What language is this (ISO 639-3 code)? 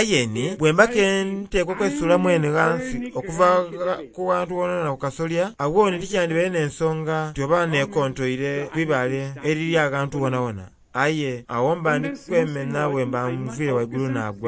xog